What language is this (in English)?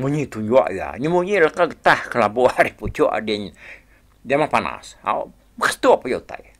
Iban